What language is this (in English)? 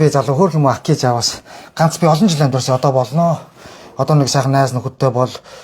Mongolian